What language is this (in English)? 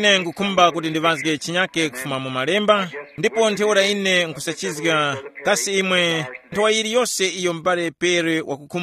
Tumbuka